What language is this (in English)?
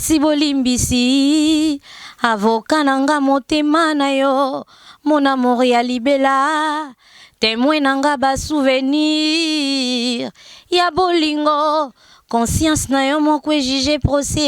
Lingala